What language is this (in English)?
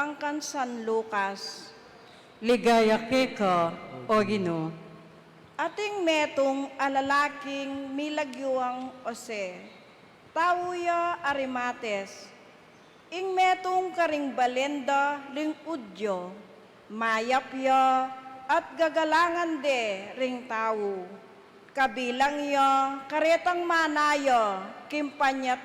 Pampanga